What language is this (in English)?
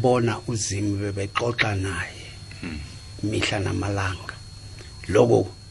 South Ndebele